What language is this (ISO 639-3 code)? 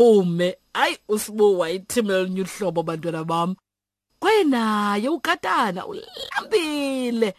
xho